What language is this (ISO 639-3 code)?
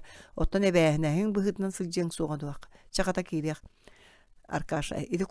sah